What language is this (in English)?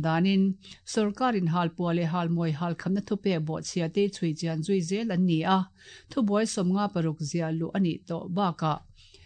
Mizo